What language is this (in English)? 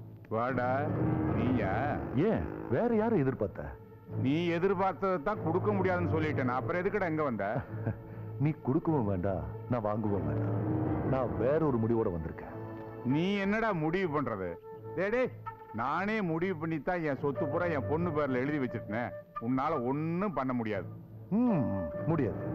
Tamil